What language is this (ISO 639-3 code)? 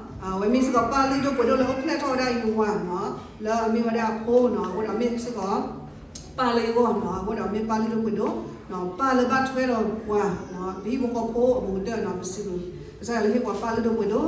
ksw